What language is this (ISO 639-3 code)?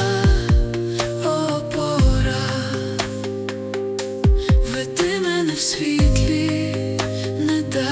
ukr